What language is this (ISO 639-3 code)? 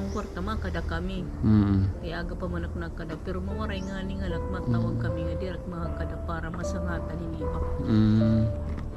war